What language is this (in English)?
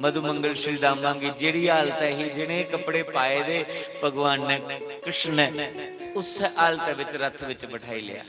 Dogri